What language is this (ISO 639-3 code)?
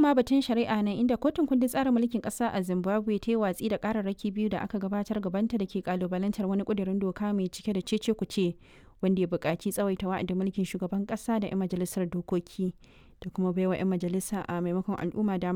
hau